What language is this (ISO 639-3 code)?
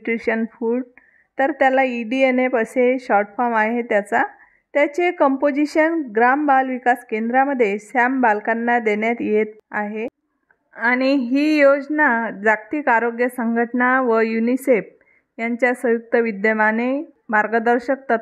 mar